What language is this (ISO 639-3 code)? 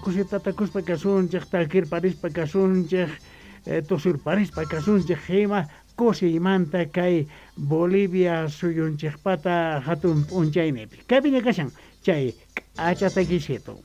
quh